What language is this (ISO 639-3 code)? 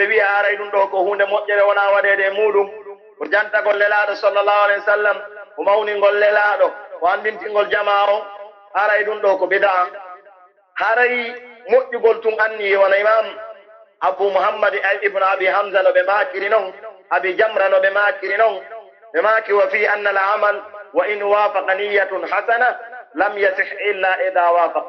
fuf